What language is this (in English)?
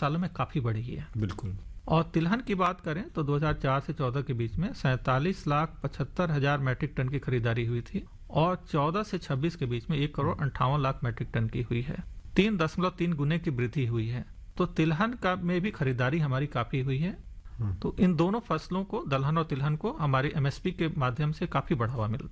Hindi